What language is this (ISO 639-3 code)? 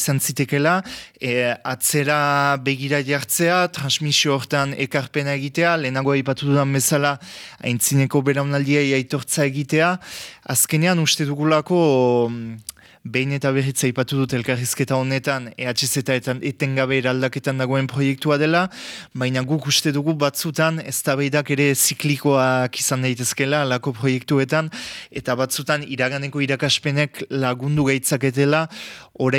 eus